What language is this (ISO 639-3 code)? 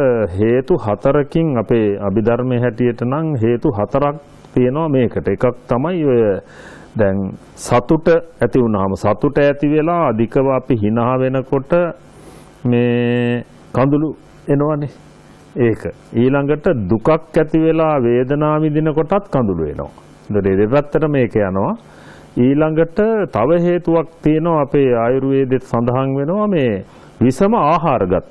sin